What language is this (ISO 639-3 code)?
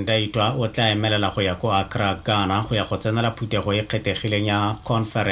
tsn